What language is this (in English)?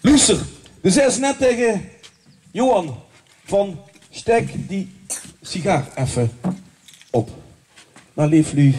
Limburgish